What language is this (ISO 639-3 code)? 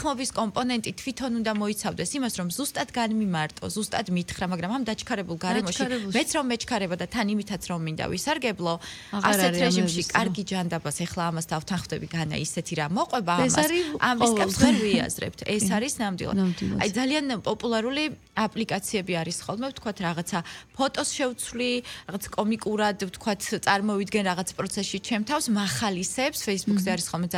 kat